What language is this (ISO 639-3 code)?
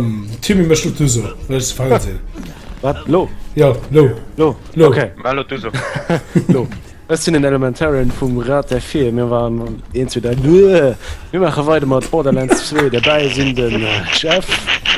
ltz